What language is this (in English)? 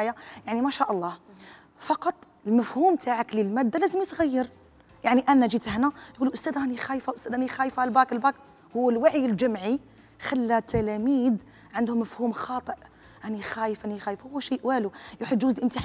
Algerian Arabic